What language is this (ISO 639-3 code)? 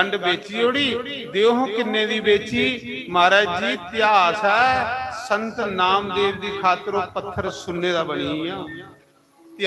doi